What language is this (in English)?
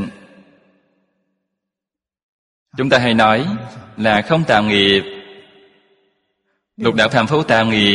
Vietnamese